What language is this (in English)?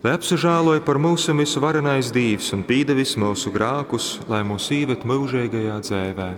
Latgalian